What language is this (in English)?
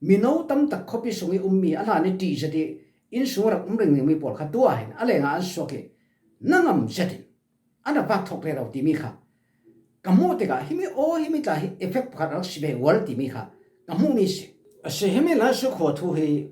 Falam Chin